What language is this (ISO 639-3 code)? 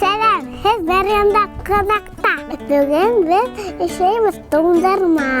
bak